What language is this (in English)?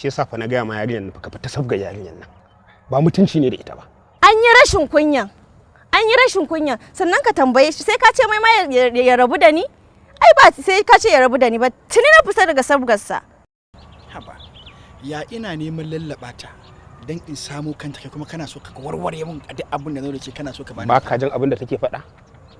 Hausa